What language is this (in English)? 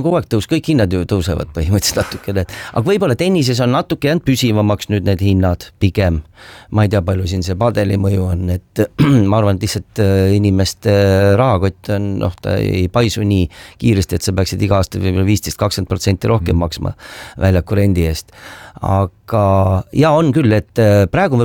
Estonian